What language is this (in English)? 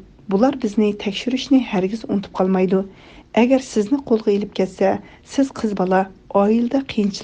Uyghur